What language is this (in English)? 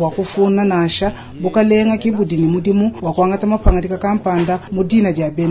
Luba-Lulua